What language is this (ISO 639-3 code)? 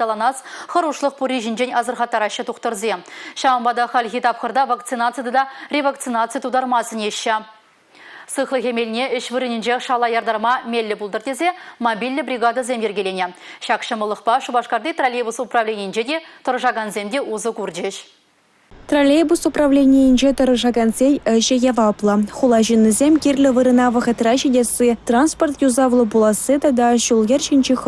chv